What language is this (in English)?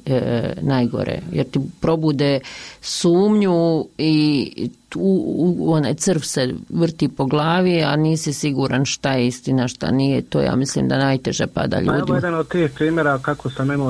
Bosnian